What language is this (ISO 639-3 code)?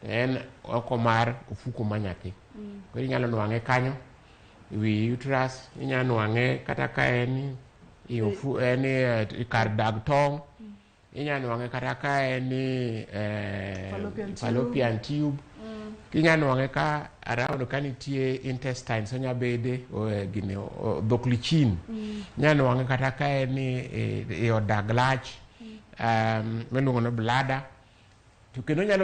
luo